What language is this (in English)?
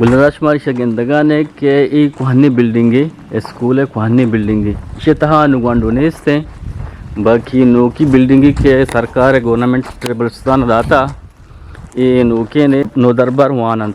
Eastern Balochi